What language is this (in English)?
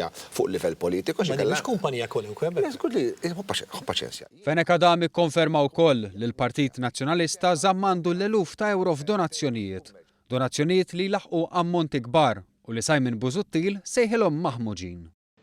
Maltese